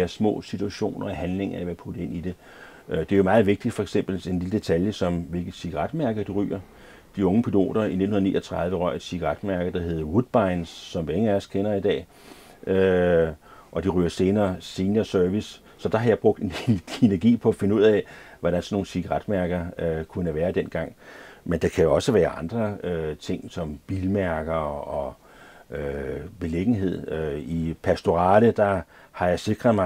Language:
Danish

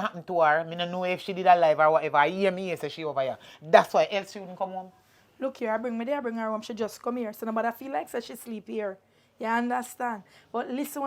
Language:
Jamaican Creole English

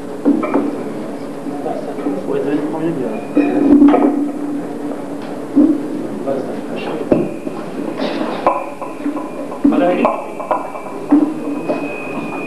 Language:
Persian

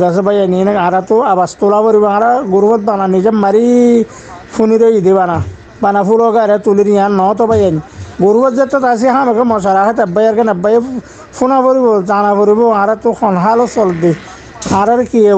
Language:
Rohingya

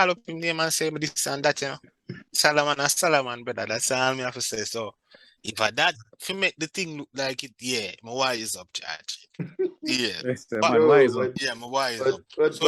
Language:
Jamaican Creole English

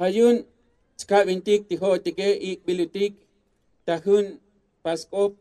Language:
Tzotzil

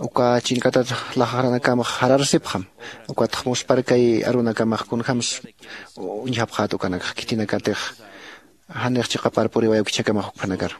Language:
Aymara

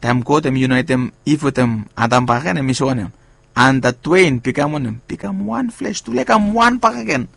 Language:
Bislama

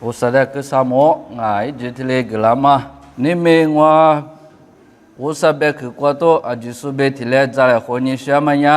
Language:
Lisu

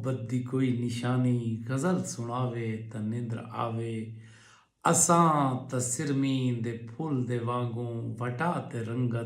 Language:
Saraiki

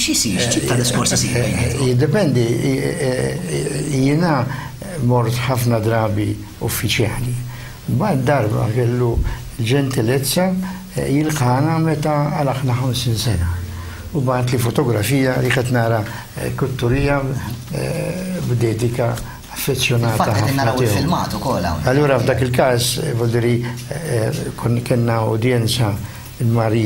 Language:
Maltese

